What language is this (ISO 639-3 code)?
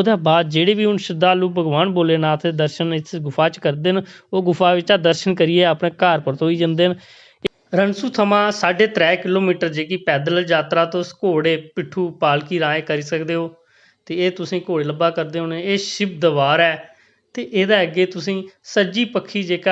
doi